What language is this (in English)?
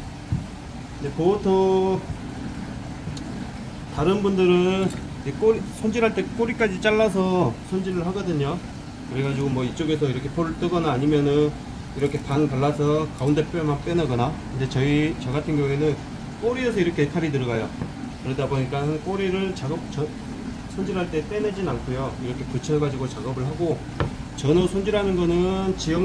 Korean